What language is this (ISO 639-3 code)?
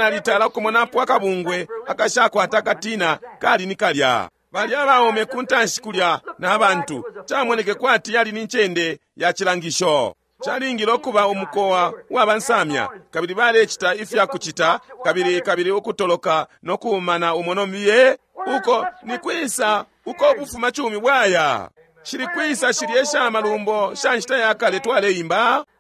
bem